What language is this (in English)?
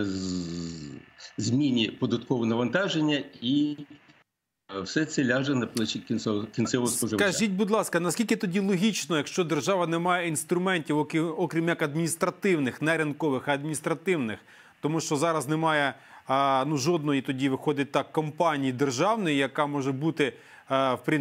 Ukrainian